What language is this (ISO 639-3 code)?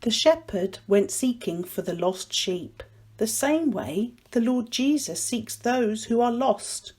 nya